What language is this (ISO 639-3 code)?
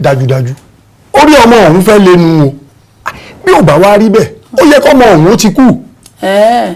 yor